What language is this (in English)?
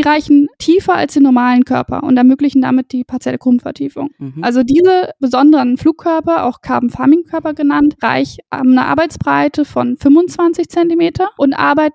German